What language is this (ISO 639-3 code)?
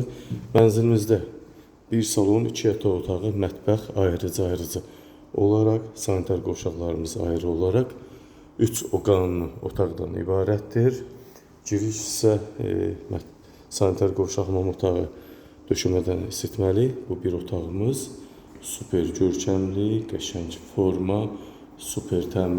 aze